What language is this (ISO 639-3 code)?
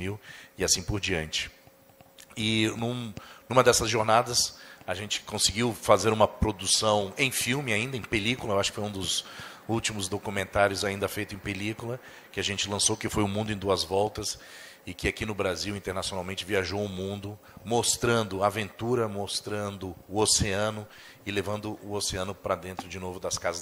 por